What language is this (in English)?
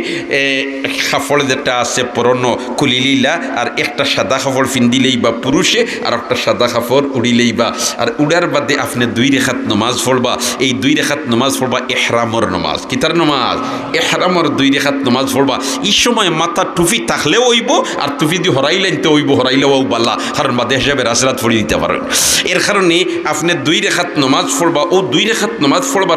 Sylheti